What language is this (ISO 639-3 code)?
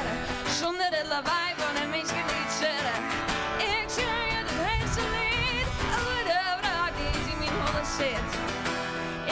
fry